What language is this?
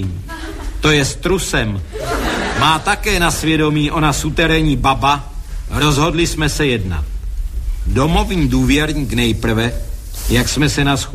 Czech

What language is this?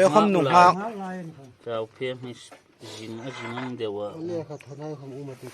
Hmar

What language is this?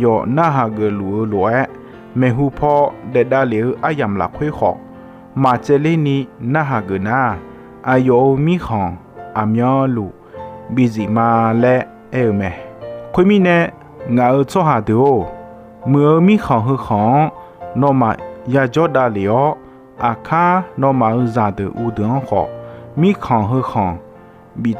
Akha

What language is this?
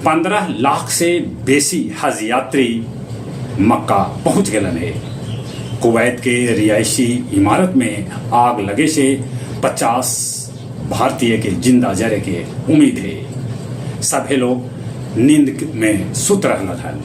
Magahi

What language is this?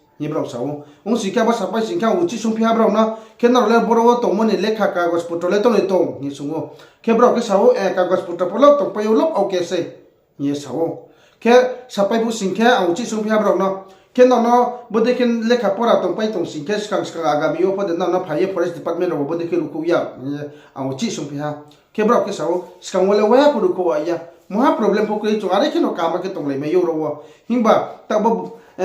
Riang (India)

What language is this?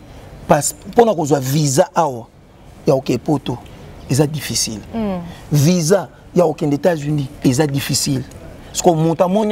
Lingala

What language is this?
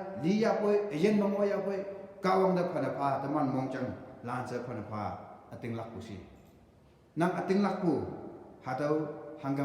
Konyak Naga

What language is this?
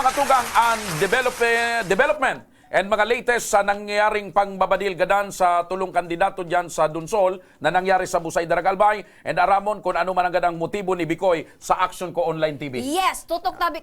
Bikol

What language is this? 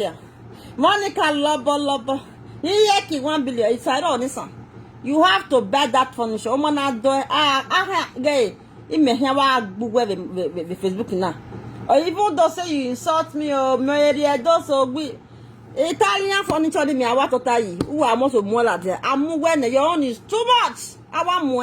Nigerian Pidgin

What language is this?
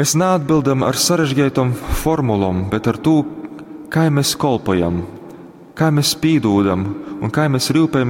Latgalian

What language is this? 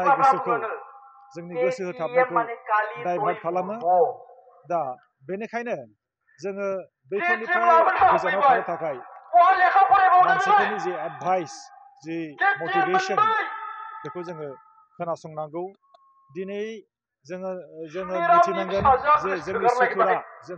Bodo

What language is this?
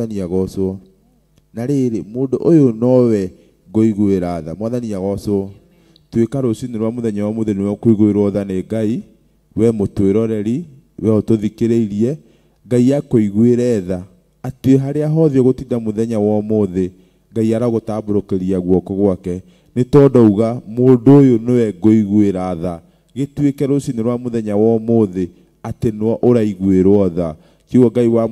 Kikuyu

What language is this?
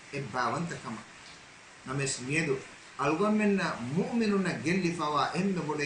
Divehi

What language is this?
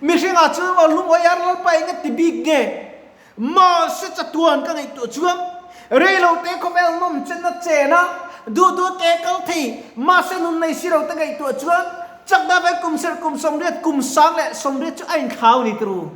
Mizo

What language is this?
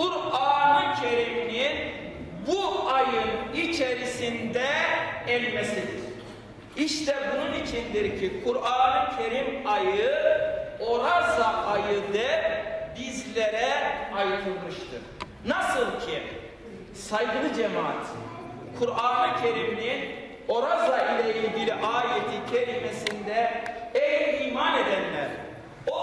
Crimean Tatar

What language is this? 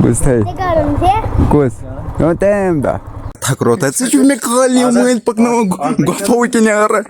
Kashmiri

